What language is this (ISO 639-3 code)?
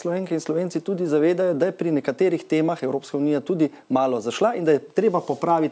slv